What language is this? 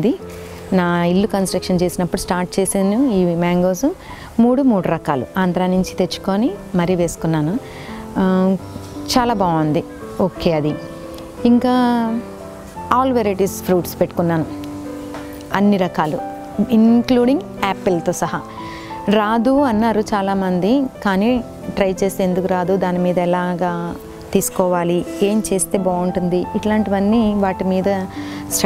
Telugu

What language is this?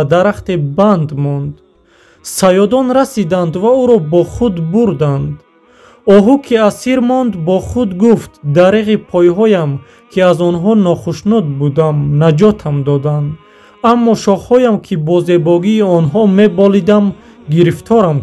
Tajik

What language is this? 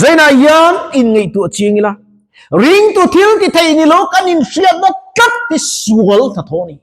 Mizo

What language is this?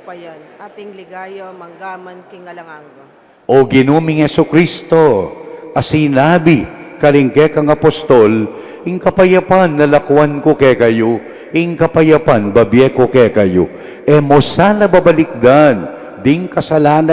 Pampanga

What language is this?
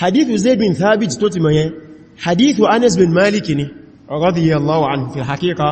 Yoruba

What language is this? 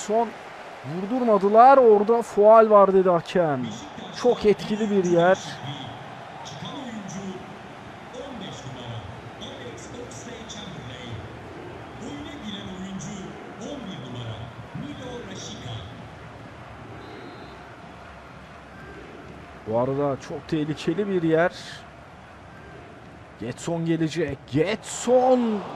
Turkish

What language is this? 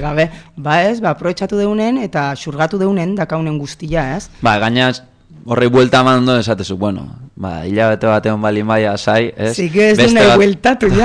Basque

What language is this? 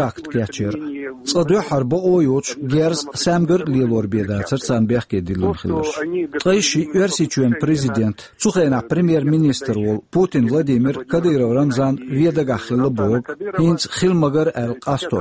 Chechen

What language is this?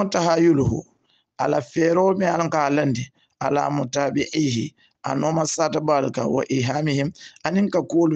Hausa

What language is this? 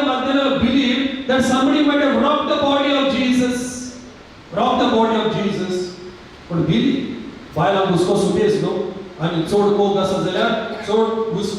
Konkani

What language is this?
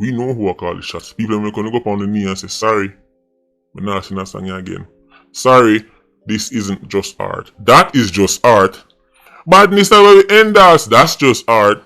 Jamaican Creole English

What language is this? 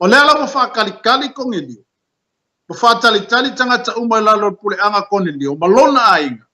Samoan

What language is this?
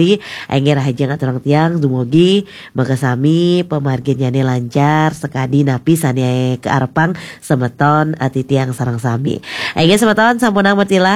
Balinese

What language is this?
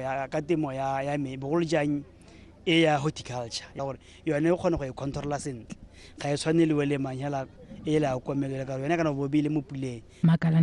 Tswana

